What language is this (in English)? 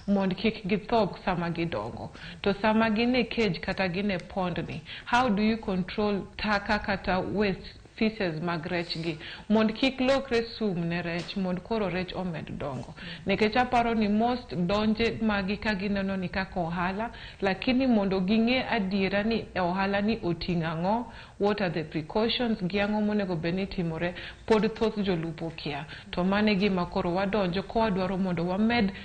Luo (Kenya and Tanzania)